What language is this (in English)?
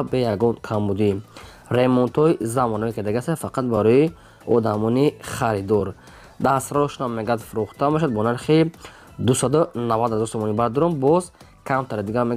Tajik